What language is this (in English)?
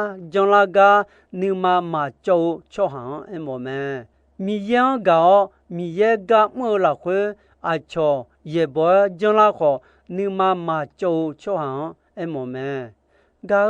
Akha